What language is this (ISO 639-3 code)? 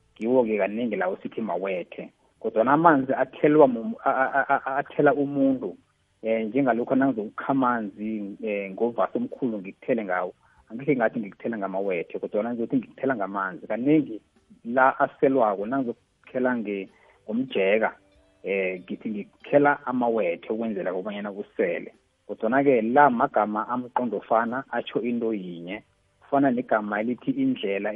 nbl